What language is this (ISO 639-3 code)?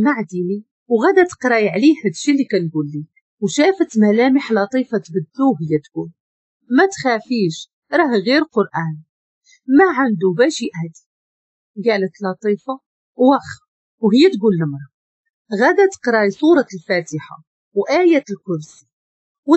ary